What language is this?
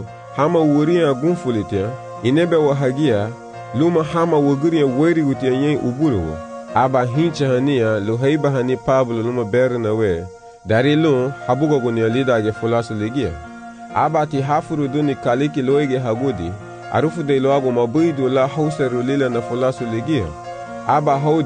Garifuna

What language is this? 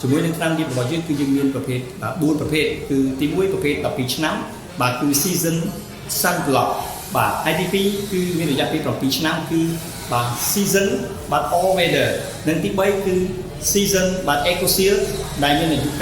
Khmer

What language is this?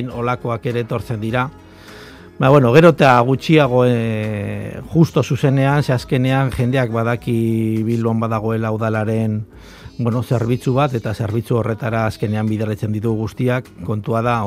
Basque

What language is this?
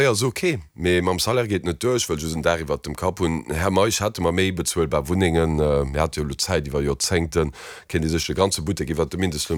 Luxembourgish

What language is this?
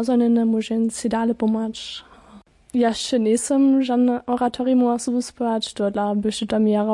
Upper Sorbian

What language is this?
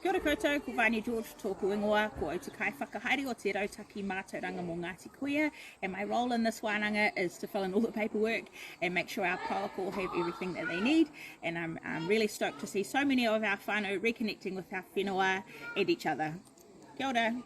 Māori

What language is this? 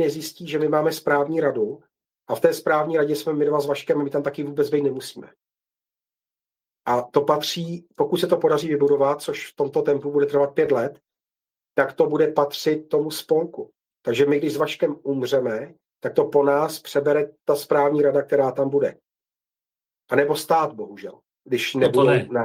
Czech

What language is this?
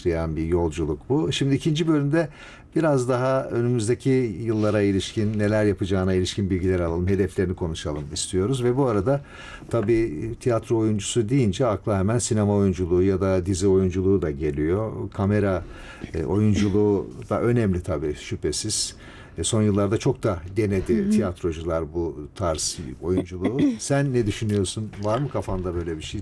Turkish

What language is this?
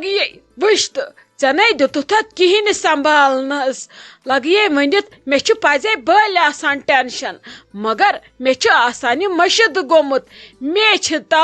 Kashmiri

